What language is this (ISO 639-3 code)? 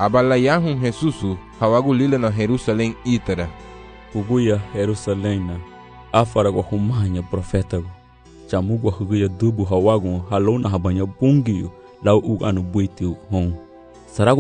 cab